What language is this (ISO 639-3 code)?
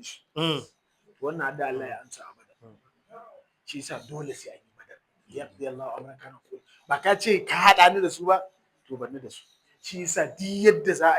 hau